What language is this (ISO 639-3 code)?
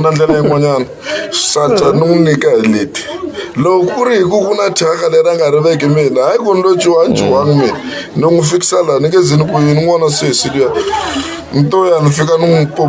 tso